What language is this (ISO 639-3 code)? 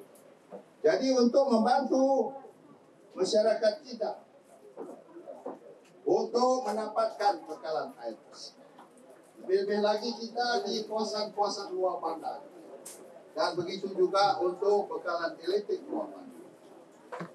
msa